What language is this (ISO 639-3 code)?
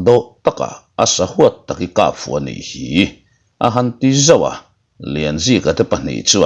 lus